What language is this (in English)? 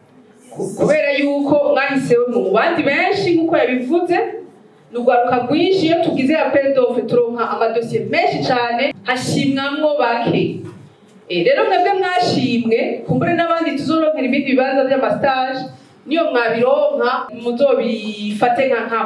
Rundi